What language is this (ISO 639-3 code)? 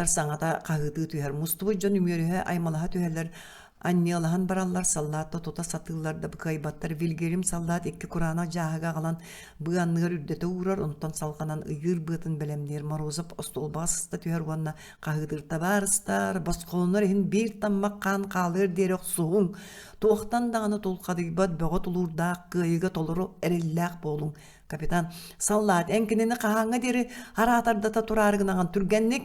sah